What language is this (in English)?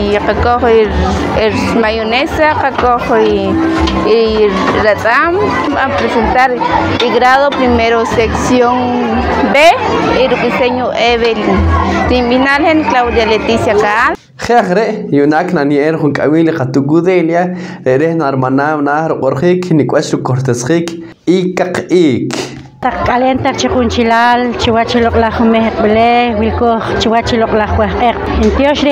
Poqomchi'